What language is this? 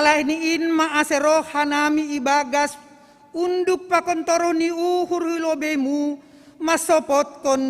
Batak Simalungun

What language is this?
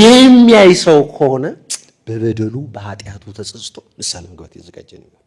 Amharic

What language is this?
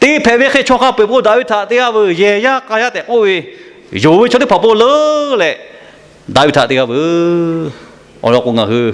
Lahu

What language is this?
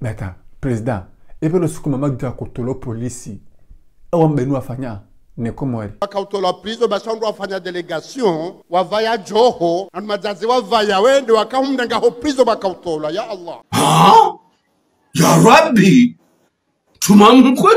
Ngazidja Comorian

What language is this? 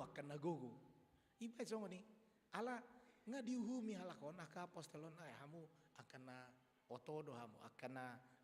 Batak Toba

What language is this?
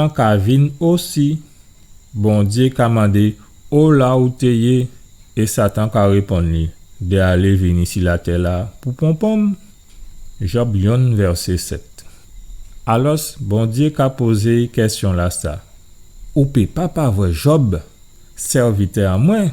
Guadeloupean Creole French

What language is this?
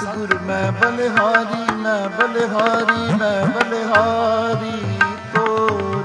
Punjabi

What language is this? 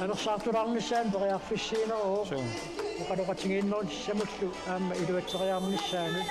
Kalaallisut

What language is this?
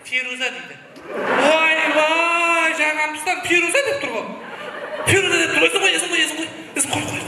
Kara-Kalpak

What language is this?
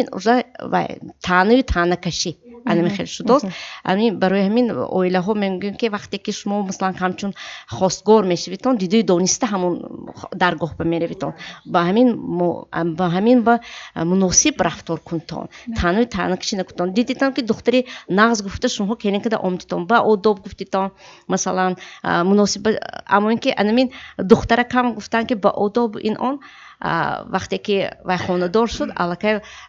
Tajik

